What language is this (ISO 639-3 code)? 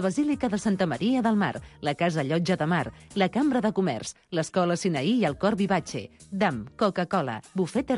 cat